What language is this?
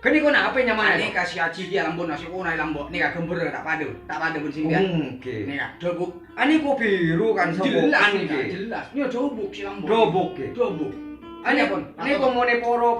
Madurese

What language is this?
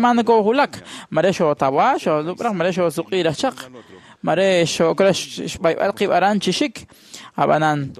Kekchí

